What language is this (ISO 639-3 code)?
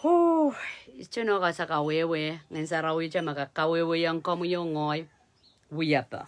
pon